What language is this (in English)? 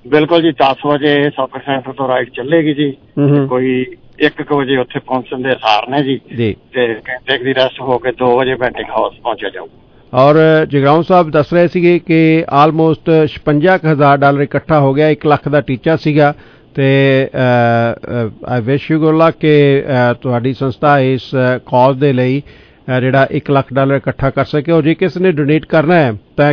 Punjabi